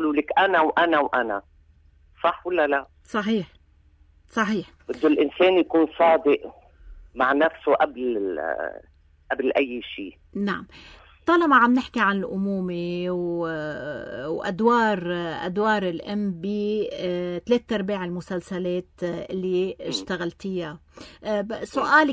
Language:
North Levantine Arabic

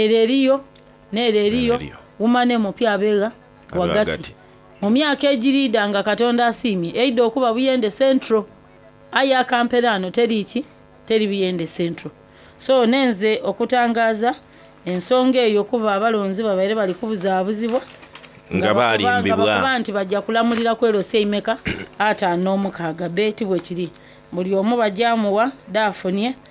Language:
Soga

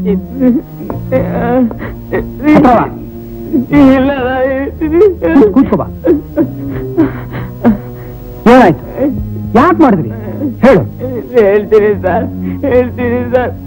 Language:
Kannada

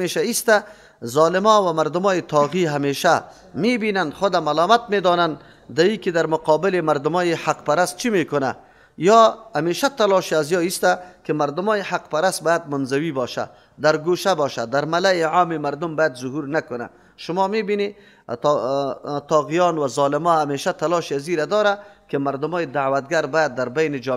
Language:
Persian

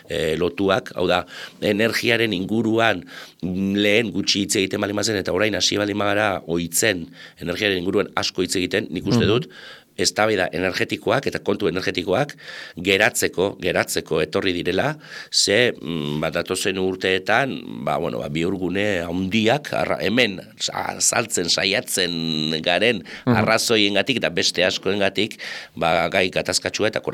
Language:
Basque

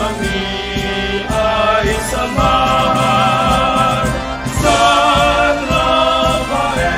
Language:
Hiligaynon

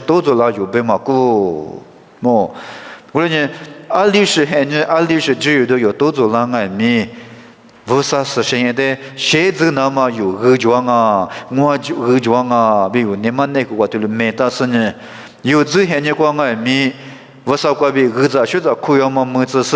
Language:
Lisu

